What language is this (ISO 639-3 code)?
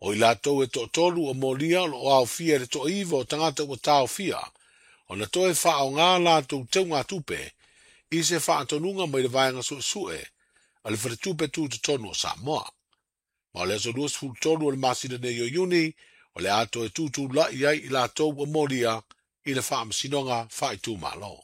smo